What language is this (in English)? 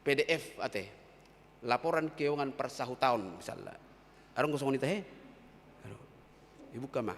Batak Toba